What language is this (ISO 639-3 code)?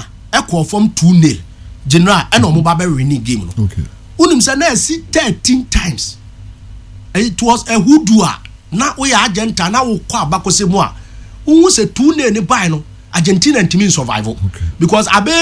aka